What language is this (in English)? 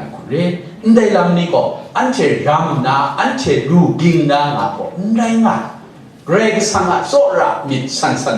Kachin